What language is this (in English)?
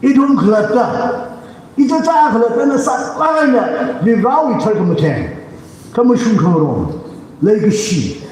Tangkhul Naga (India)